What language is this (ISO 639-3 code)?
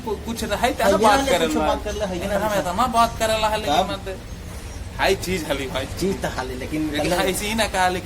mag